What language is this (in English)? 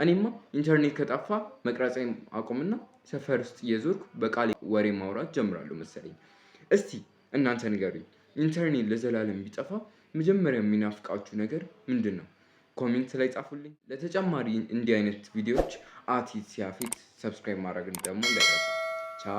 Amharic